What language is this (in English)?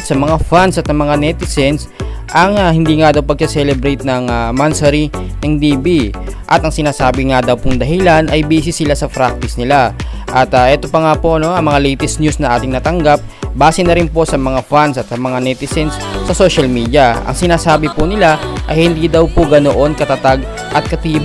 Filipino